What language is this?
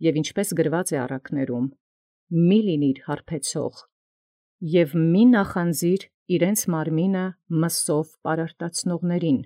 Armenian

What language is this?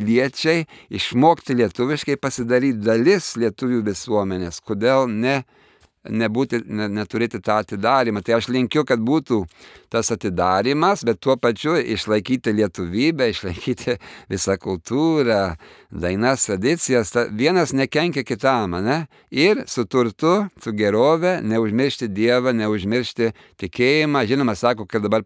Lithuanian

